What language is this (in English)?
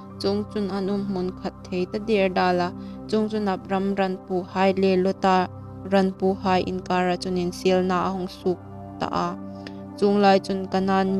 Hmar